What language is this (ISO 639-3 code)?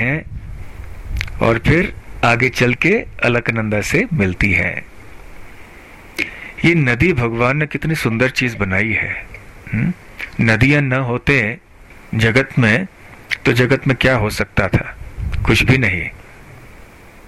hin